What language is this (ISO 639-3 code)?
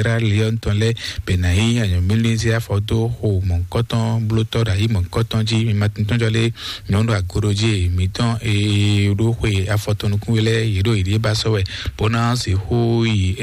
fon